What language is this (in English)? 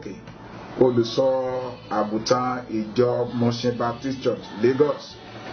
Yoruba